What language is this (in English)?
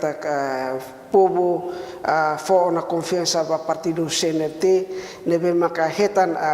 Tetum